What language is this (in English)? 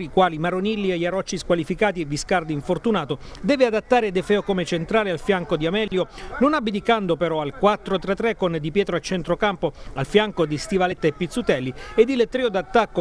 Italian